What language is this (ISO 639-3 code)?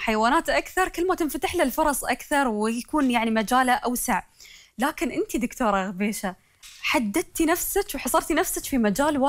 afb